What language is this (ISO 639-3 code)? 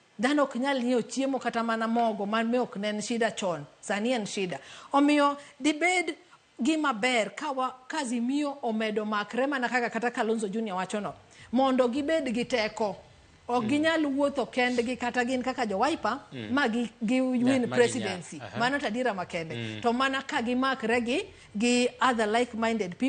luo